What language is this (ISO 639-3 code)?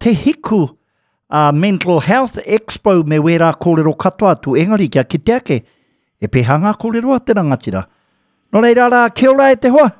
mri